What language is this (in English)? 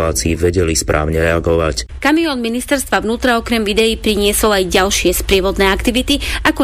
Slovak